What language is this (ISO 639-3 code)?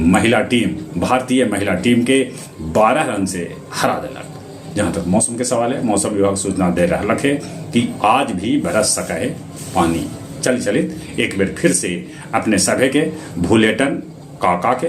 mag